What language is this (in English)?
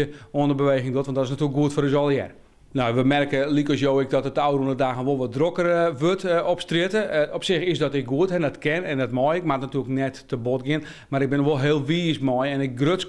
Western Frisian